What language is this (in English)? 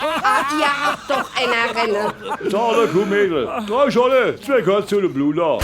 Palatine German